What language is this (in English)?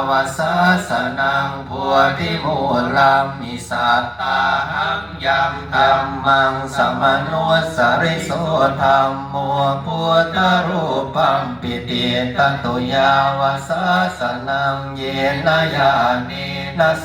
Pali